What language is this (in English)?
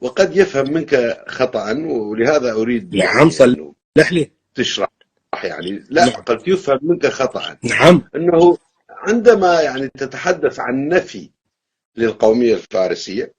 North Levantine Arabic